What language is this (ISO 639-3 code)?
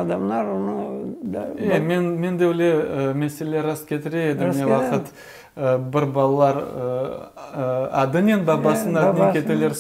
crh